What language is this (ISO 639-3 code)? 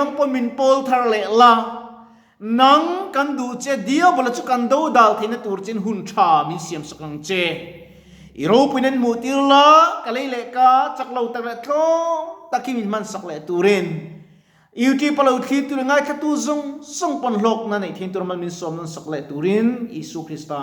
lus